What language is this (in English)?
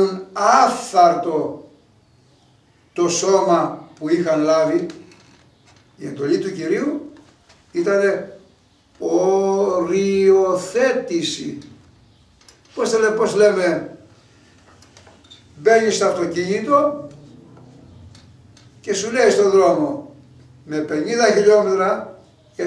Greek